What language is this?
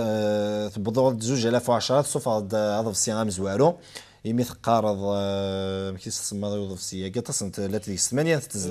Kabyle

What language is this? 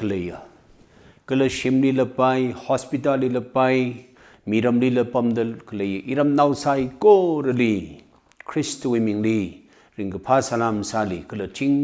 Tangkhul Naga (India)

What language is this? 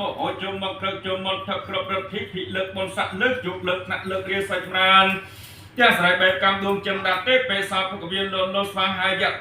Khmer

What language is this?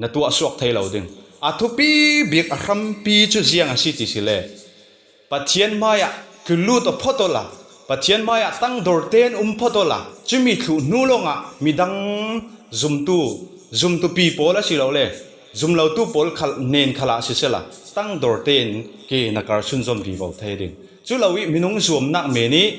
Falam Chin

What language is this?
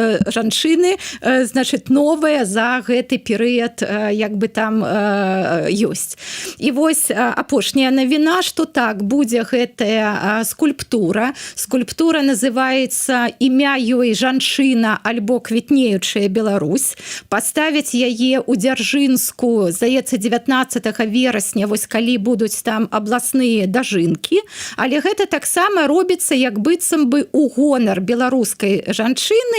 Belarusian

